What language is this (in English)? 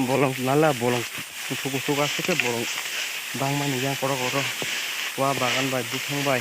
Kok Borok